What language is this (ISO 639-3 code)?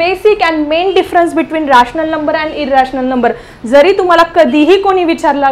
mar